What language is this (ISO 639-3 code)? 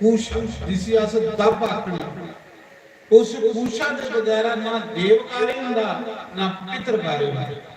doi